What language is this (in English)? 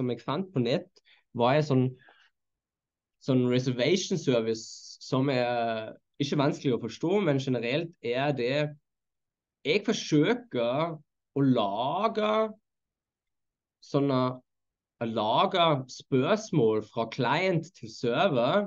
Norwegian